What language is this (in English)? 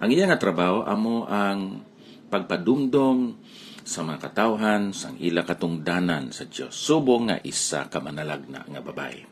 Hiligaynon